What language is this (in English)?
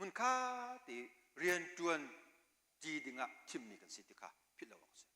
Hakha Chin